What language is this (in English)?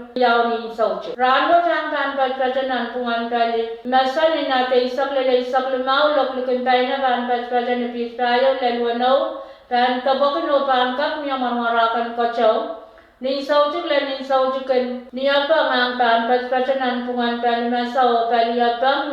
Pohnpeian